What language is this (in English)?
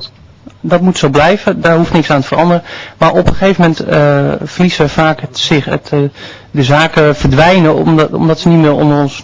Dutch